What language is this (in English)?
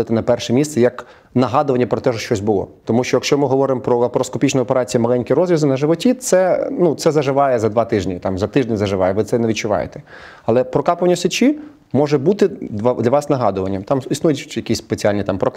Ukrainian